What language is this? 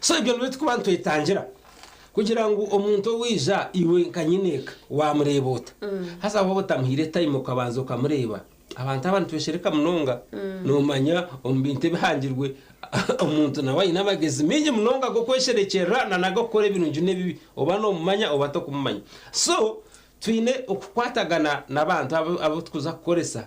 Nyankole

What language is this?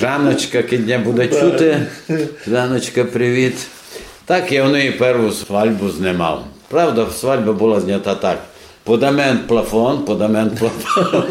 Rusyn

